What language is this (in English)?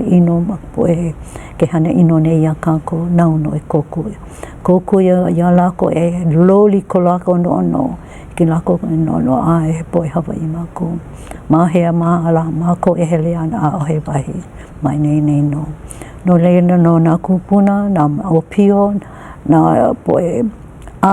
Hawaiian